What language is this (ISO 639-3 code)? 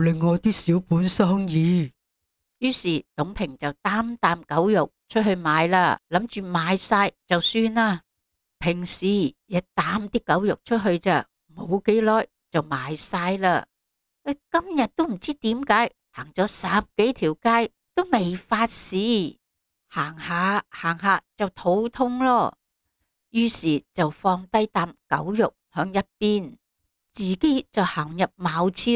yue